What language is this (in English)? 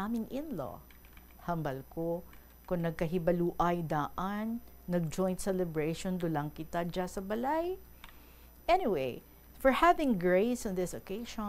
Hiligaynon